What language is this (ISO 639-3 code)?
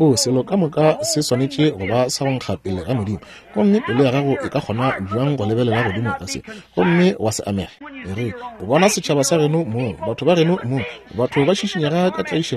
nso